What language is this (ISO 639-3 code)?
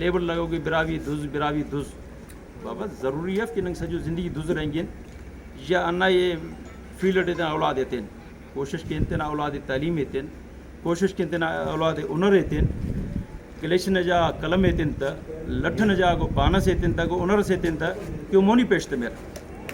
brh